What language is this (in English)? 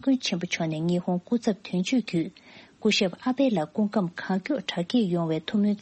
Tibetan